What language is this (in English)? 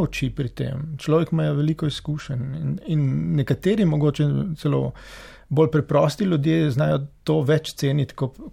Slovenian